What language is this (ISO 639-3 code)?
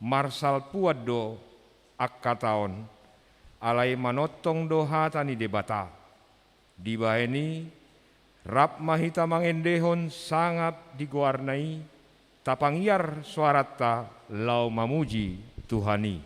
bbc